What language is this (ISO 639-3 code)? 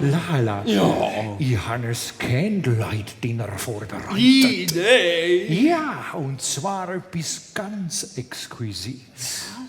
gsw